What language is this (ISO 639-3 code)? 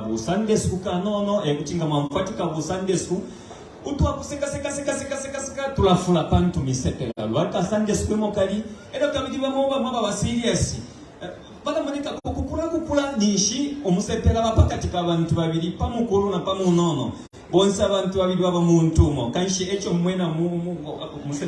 bem